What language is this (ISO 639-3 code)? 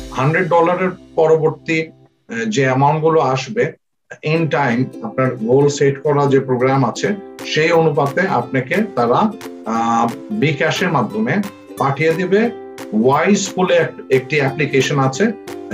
ben